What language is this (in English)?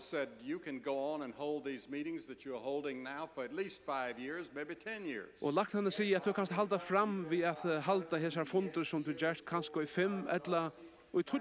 Faroese